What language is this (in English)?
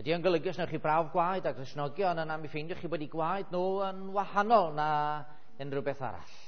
Welsh